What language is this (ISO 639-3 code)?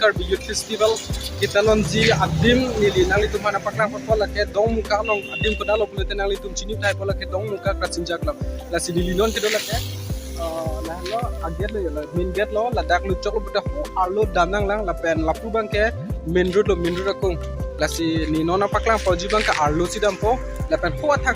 mjw